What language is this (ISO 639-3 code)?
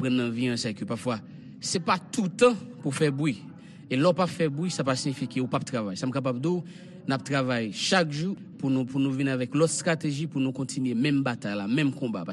hat